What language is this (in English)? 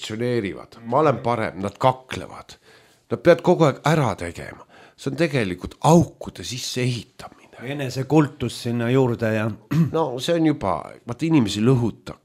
Estonian